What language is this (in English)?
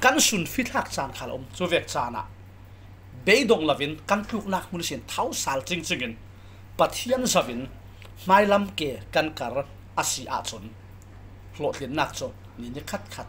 Falam Chin